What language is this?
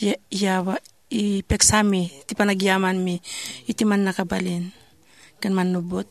Iloko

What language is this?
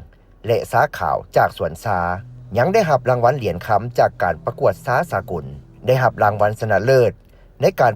Lao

